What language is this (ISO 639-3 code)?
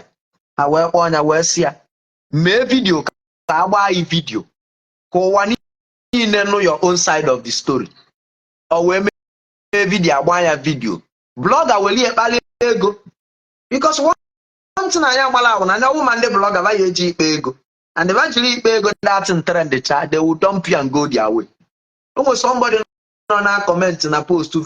ibo